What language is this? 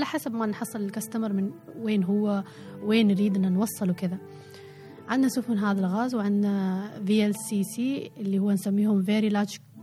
Gulf Arabic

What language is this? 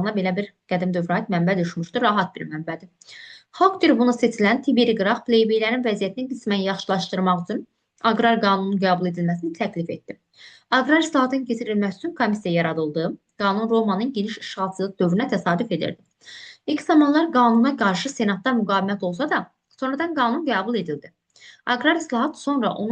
Azerbaijani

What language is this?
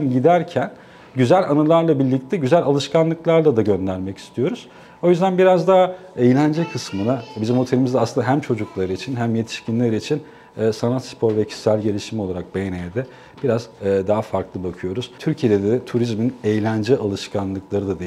Turkish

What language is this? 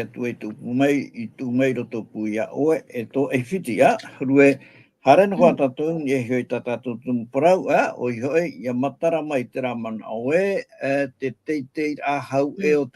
Tahitian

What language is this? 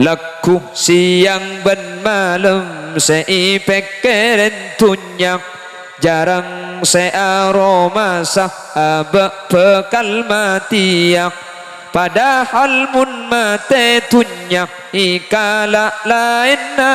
Madurese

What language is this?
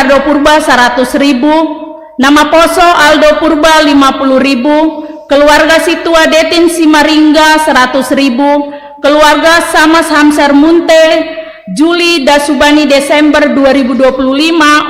Batak Simalungun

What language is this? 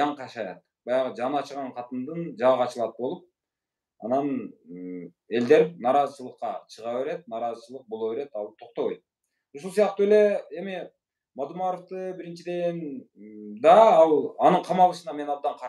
Kyrgyz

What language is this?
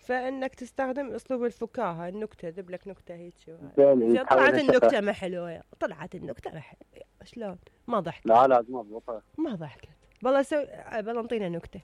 Mesopotamian Arabic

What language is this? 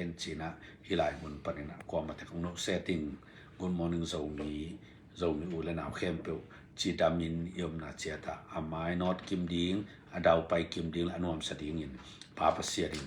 Tedim Chin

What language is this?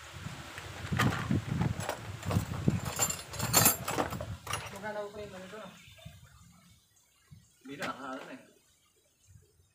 Filipino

